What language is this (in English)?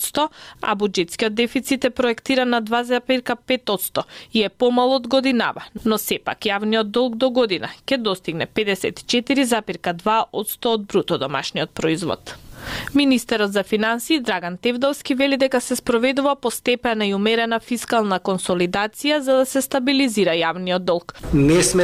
Macedonian